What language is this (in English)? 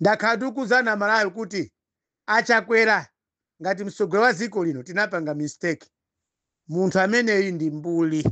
Nyanja